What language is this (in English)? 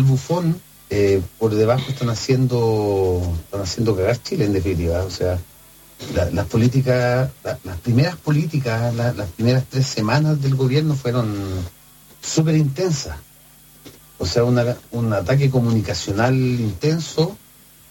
Spanish